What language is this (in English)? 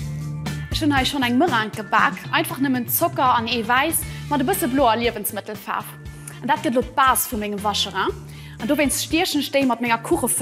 Luxembourgish